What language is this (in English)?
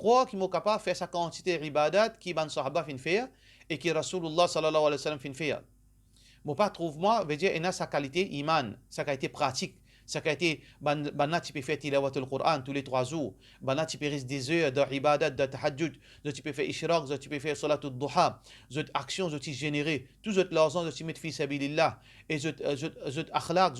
Morisyen